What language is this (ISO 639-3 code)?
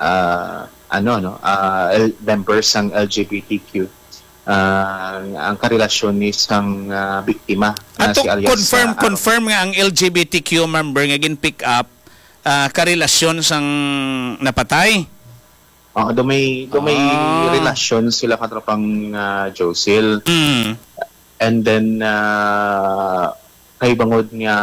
hil